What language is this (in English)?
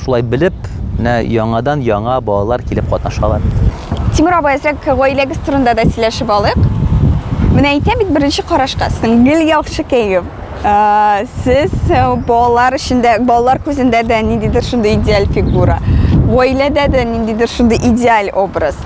Tatar